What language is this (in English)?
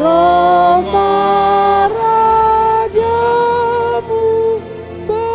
Batak Simalungun